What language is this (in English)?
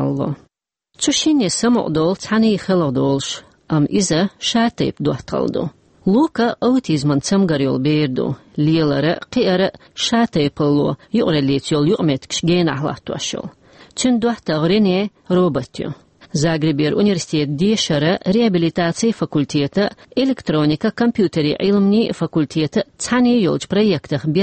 Chechen